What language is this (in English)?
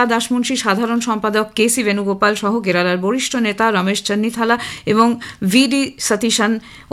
Bangla